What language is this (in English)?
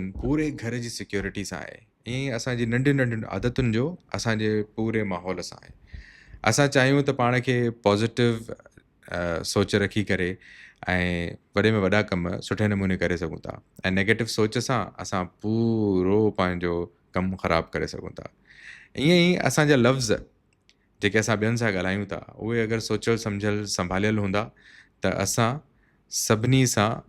Sindhi